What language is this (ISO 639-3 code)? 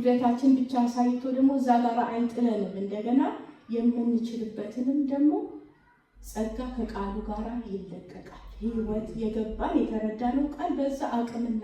amh